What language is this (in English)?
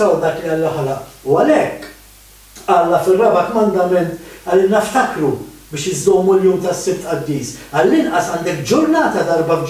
Maltese